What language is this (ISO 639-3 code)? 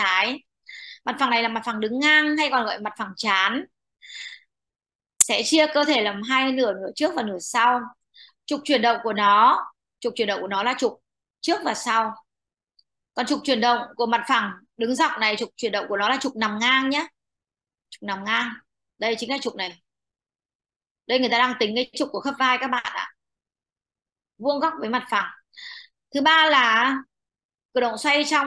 vie